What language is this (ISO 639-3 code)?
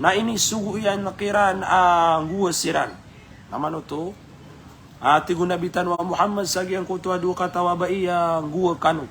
mrw